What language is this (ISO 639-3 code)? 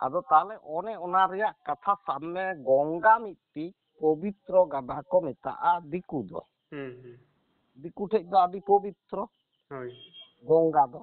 sat